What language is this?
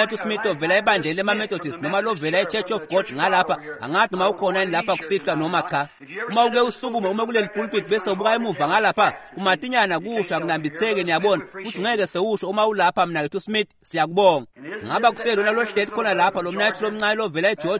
Swati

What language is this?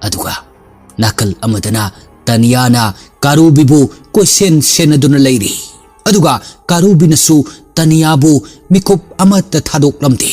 Manipuri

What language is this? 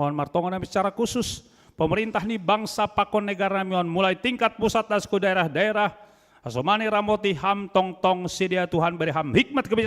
Batak Simalungun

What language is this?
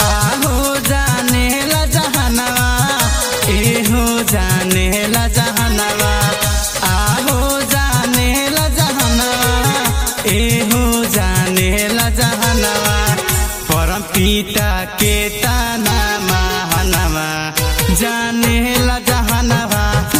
Bhojpuri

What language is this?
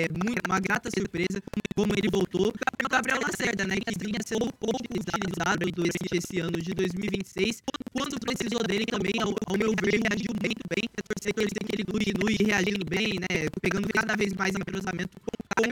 Portuguese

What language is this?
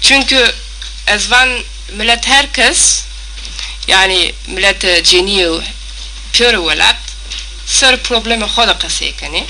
Zaza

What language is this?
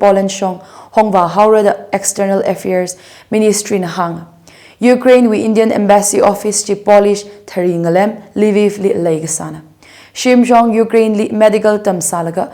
Tangkhul Naga (India)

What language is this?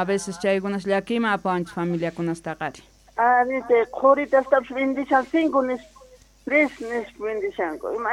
Quechua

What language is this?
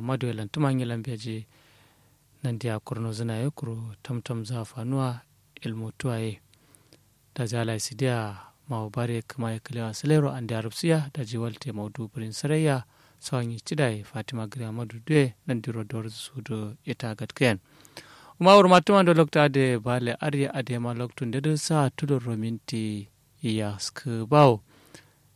Kanuri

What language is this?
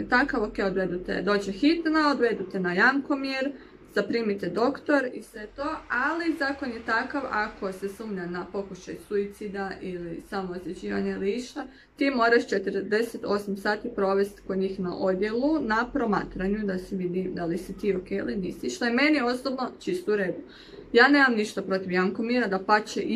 Croatian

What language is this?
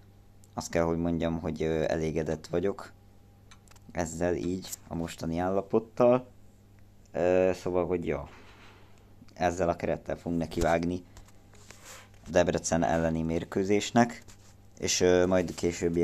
Hungarian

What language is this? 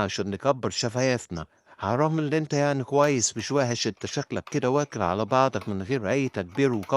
Egyptian Arabic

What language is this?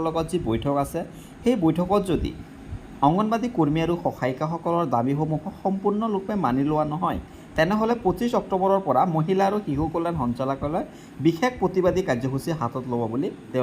Assamese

